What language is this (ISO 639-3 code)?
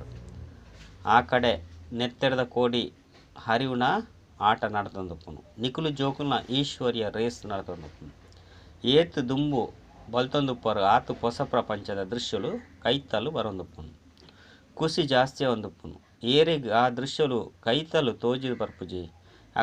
tcy